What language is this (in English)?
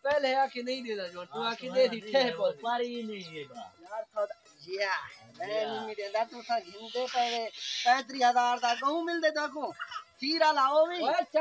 Saraiki